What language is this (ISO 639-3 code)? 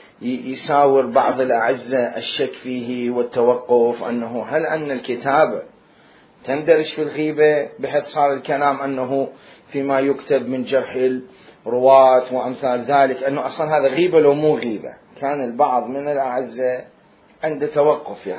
acm